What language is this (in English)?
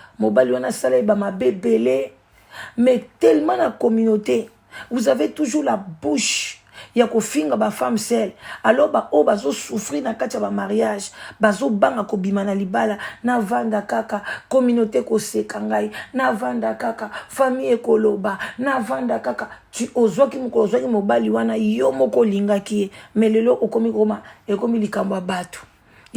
Lingala